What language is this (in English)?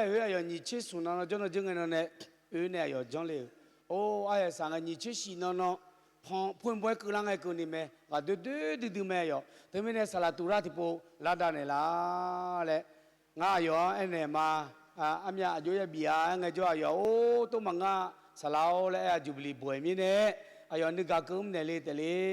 Akha